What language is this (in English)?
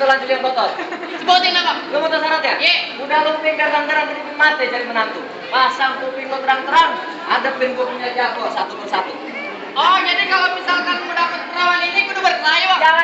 Betawi